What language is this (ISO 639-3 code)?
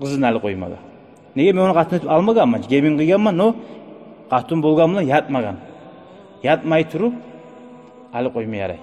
kum